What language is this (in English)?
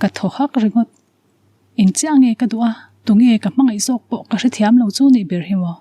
Mizo